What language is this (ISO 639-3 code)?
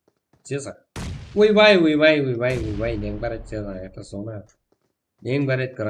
kaa